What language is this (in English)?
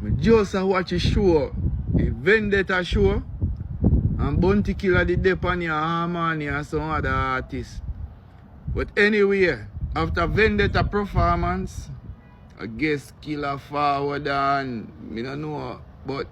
Jamaican Creole English